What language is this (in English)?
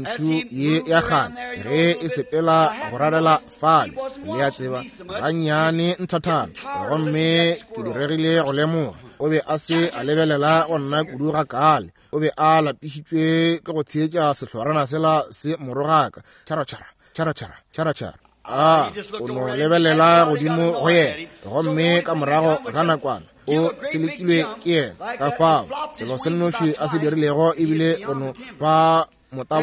Northern Sotho